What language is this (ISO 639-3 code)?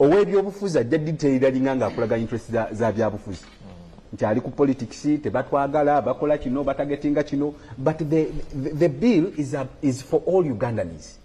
lug